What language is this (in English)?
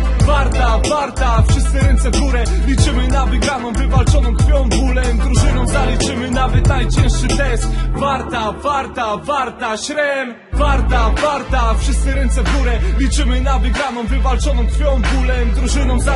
Polish